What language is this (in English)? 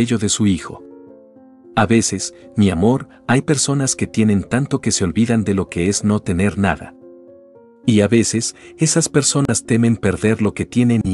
Spanish